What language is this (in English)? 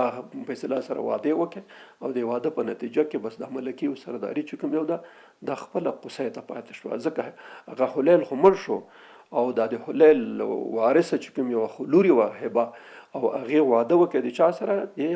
Pashto